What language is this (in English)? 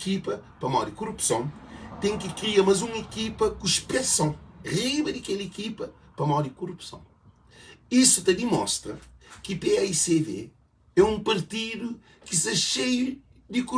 Kabuverdianu